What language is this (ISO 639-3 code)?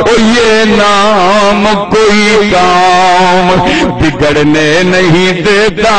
skr